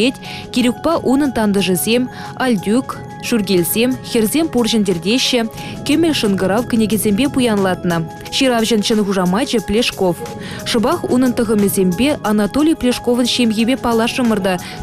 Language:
Chuvash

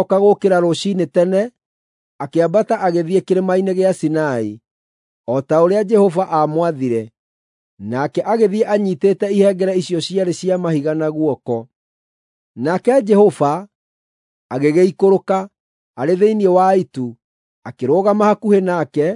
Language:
Kikuyu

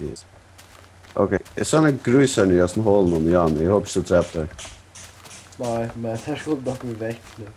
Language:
Faroese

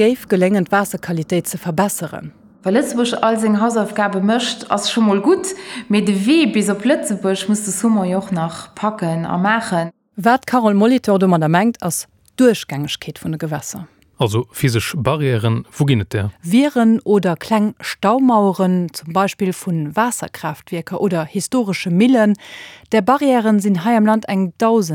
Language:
Luxembourgish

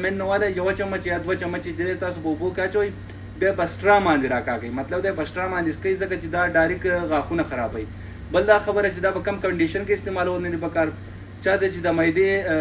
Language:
Pashto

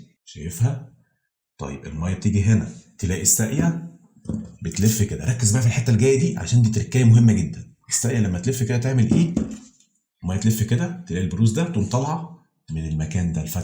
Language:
Egyptian Arabic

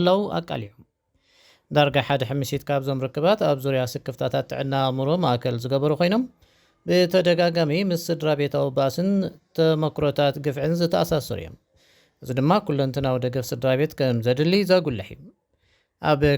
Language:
Tigrinya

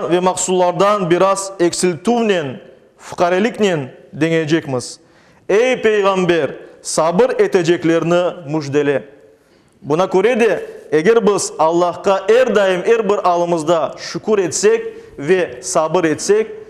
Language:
Crimean Tatar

